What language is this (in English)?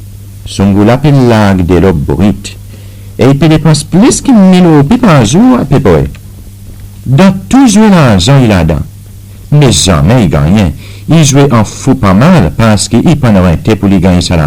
Seselwa Creole French